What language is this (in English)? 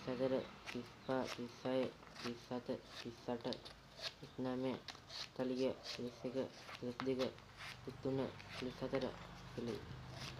Sinhala